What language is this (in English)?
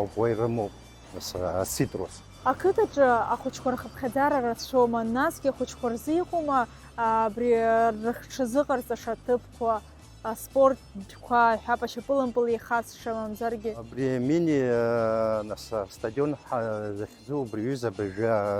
Abkhazian